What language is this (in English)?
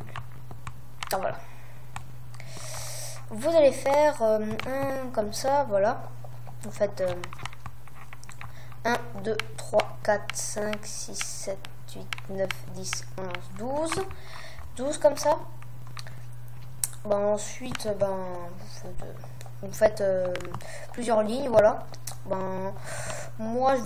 French